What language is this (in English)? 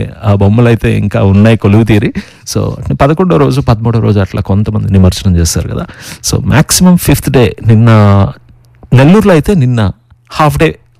Telugu